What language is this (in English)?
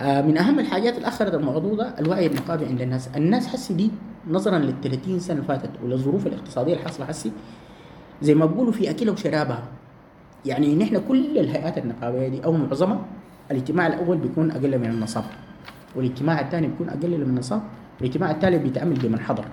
Sudanese Arabic